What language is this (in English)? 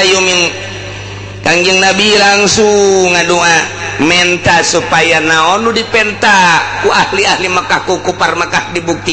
Sundanese